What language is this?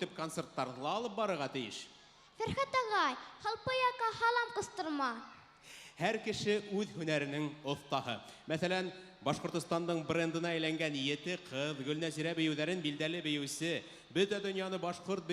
Bashkir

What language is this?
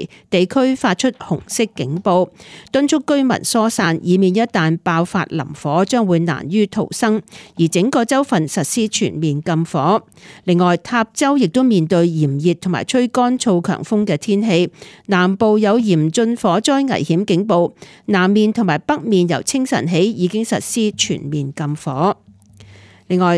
Cantonese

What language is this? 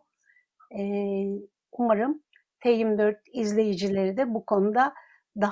Turkish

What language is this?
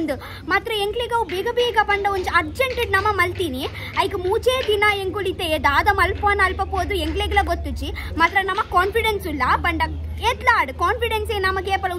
Tulu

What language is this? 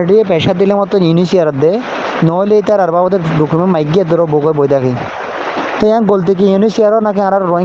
Rohingya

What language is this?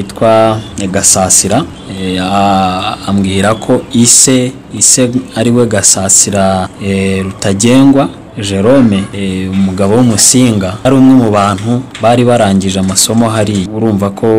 Kinyarwanda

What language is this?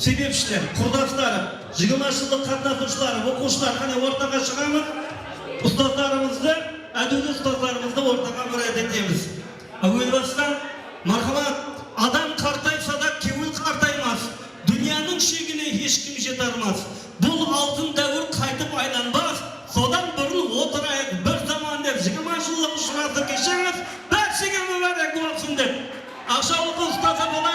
Kara-Kalpak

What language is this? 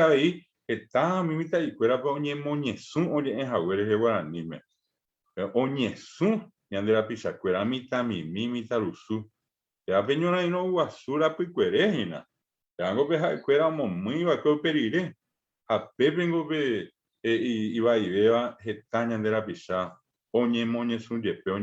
Guarani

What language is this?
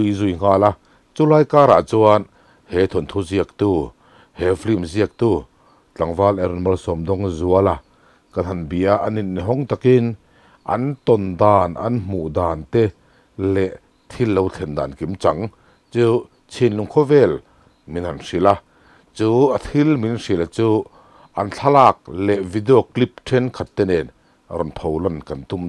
Mizo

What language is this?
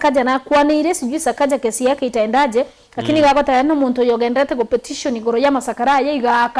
Gusii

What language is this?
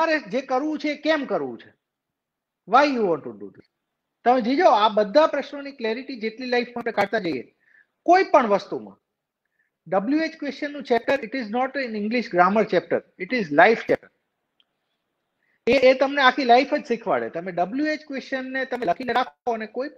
Gujarati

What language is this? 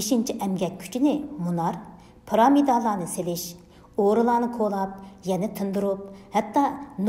Uyghur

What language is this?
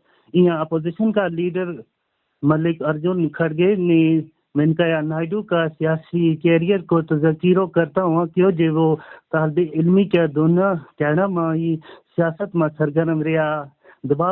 Gujari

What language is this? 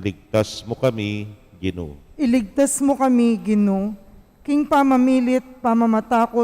Pampanga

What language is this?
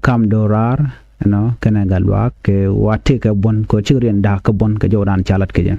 Nuer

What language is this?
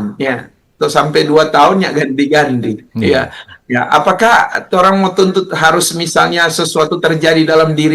Manado Malay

